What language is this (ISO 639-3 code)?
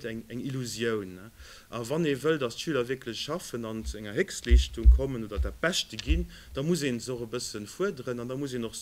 ltz